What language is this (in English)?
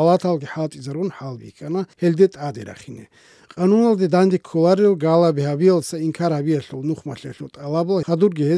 Avaric